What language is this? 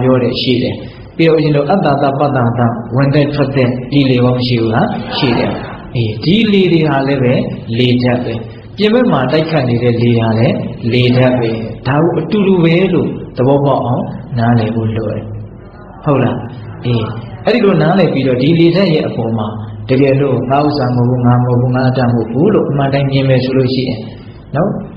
Burmese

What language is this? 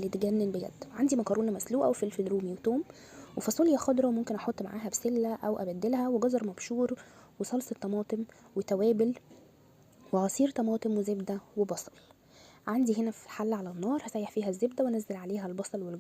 Egyptian Arabic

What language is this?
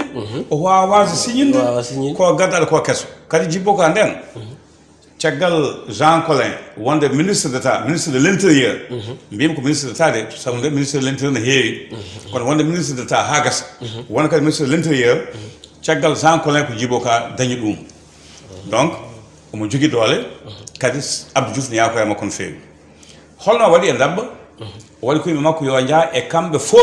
Fula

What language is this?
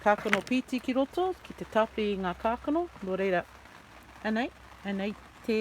Māori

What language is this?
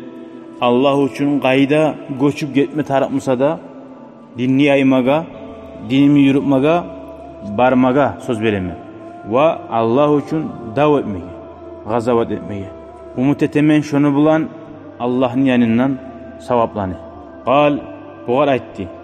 Kumyk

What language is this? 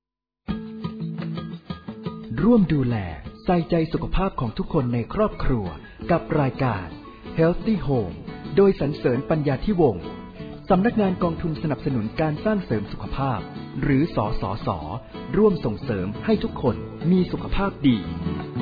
Thai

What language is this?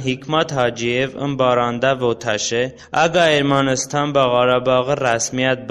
Talysh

